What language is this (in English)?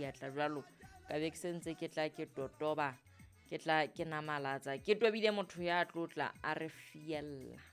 Southern Sotho